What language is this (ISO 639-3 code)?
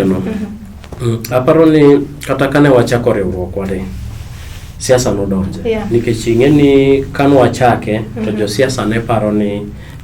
luo